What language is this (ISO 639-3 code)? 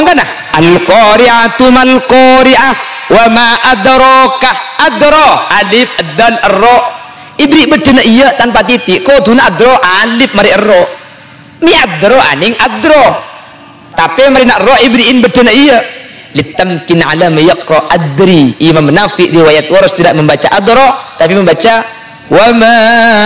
mad